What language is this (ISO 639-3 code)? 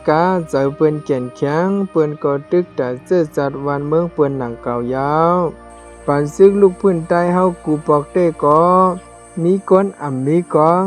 shn